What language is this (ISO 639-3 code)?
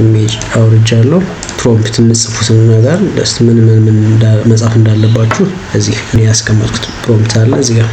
amh